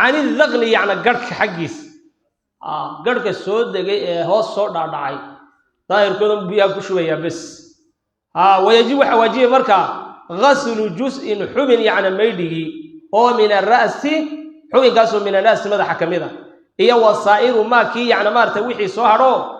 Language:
Somali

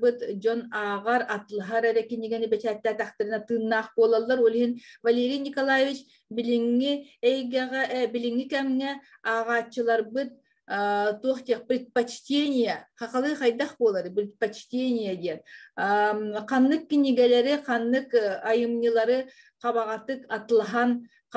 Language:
Yakut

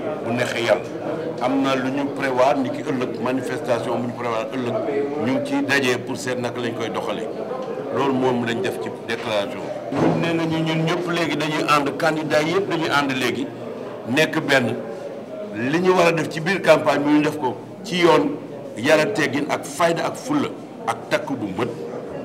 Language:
Wolof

